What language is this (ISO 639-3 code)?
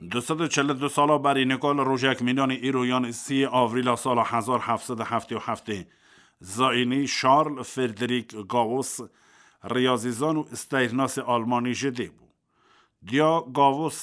kur